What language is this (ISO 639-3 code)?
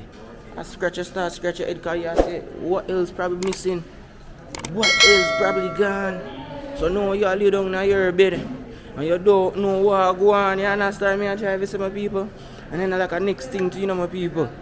jam